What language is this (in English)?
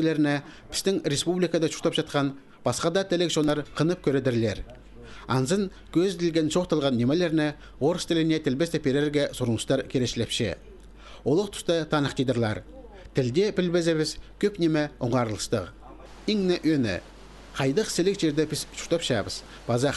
Khakas